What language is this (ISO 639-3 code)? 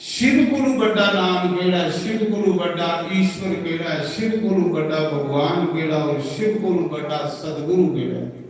doi